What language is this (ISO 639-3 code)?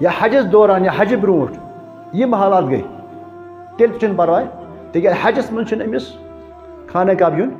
kas